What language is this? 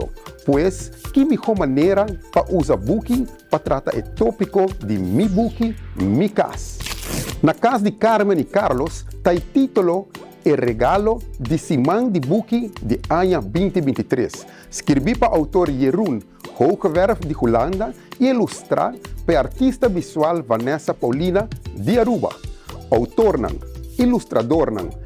Papiamento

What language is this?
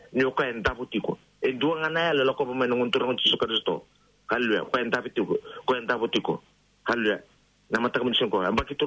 Fijian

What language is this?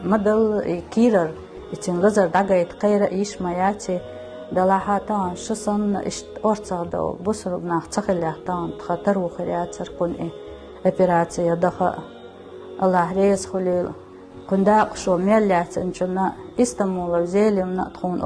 Chechen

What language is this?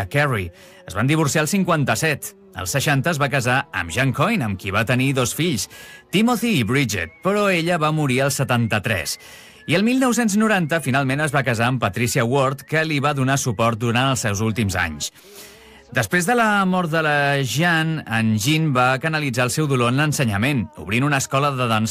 Catalan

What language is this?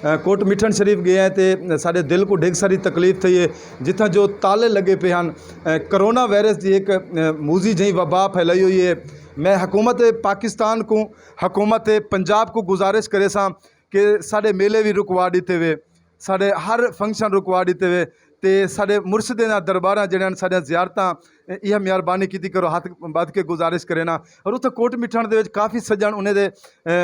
Saraiki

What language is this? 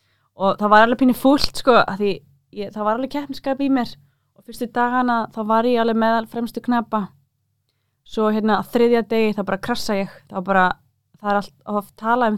Icelandic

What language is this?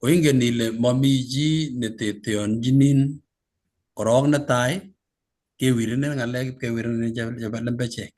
Kalenjin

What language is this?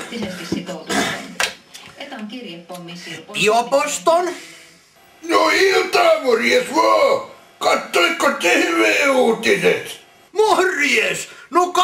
Finnish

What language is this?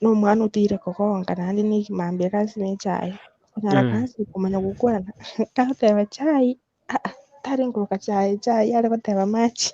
Gusii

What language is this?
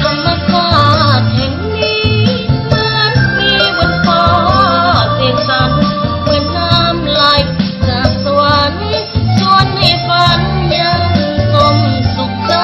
Lao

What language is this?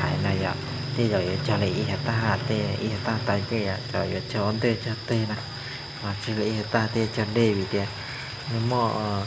Hmong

